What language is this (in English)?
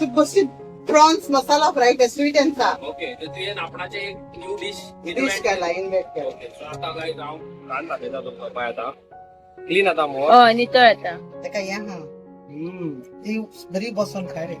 Konkani